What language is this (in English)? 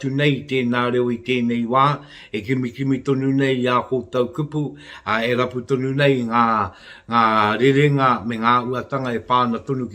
Māori